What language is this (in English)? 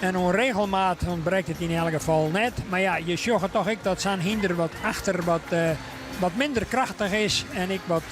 Western Frisian